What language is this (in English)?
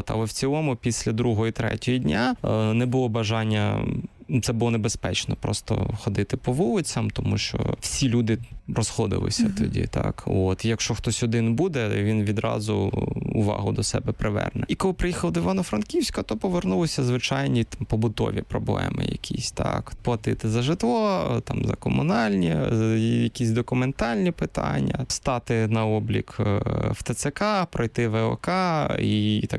Ukrainian